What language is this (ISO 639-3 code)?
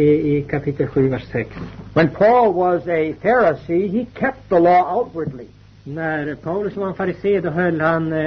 swe